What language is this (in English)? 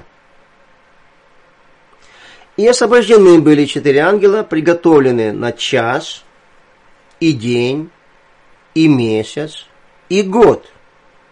Russian